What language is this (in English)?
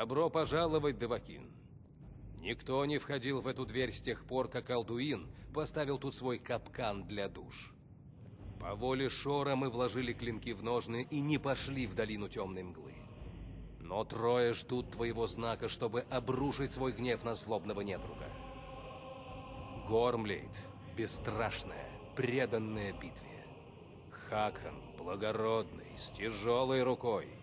Russian